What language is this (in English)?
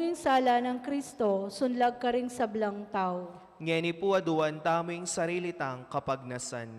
Pampanga